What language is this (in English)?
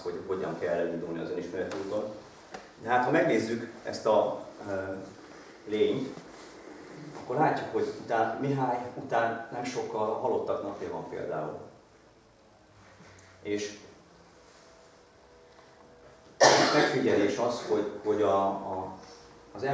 Hungarian